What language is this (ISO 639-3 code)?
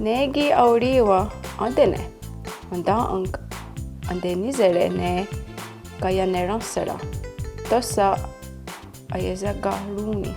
moh